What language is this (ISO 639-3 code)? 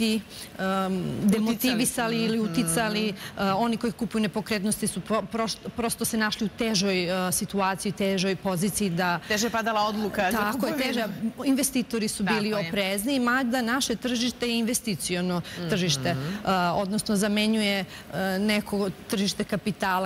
srp